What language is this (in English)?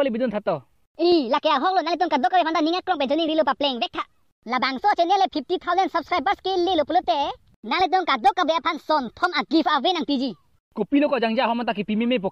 Karbi